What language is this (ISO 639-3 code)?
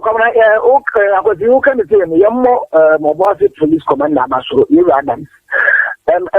aka